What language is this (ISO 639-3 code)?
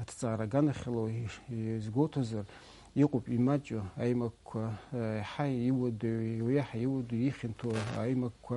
abk